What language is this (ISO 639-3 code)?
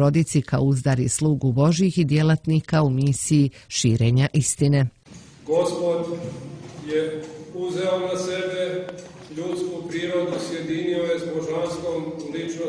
srp